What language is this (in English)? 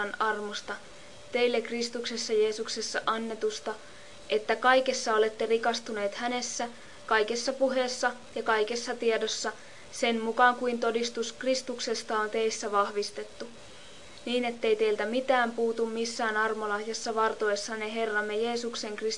Finnish